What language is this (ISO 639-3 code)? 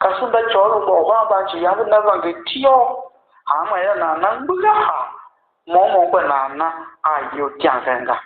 tiv